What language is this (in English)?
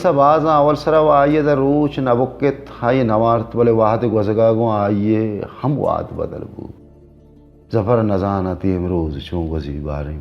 Baluchi